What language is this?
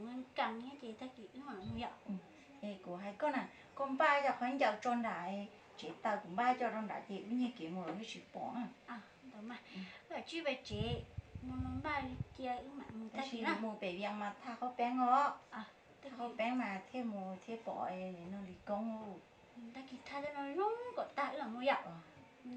Hmong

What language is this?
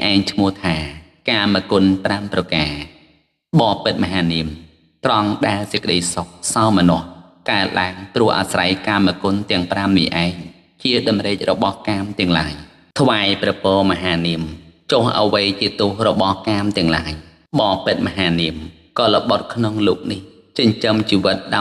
Khmer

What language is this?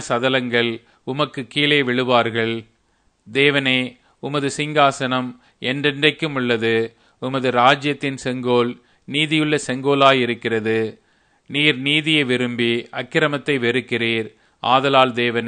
Tamil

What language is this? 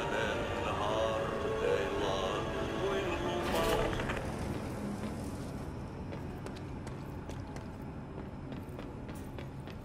Finnish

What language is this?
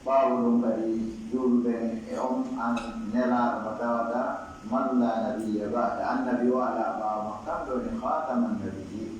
Pular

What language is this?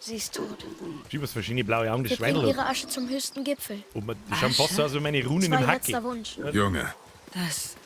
Bavarian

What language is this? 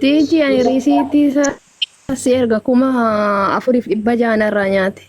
Oromo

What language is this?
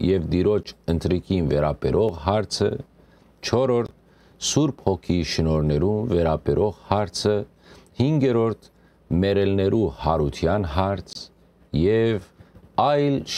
Western Armenian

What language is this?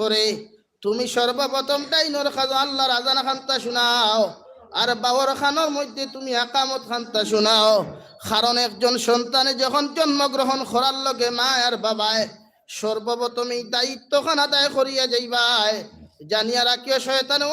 Sylheti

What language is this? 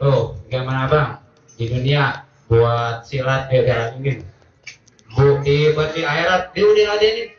Betawi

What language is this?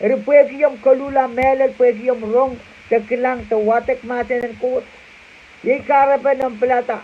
Pohnpeian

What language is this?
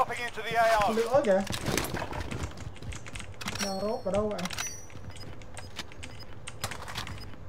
Vietnamese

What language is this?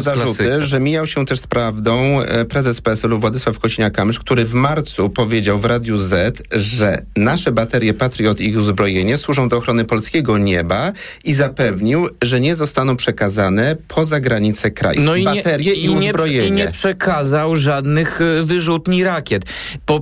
Polish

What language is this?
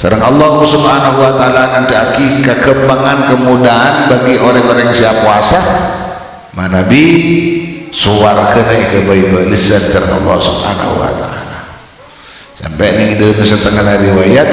Madurese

